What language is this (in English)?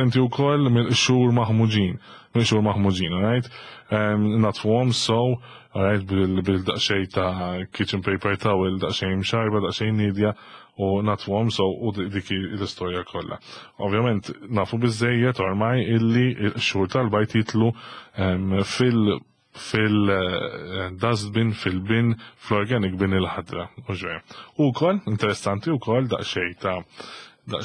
Maltese